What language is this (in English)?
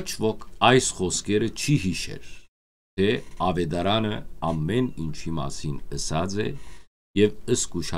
Western Armenian